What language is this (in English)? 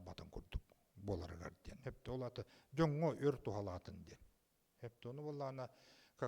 Yakut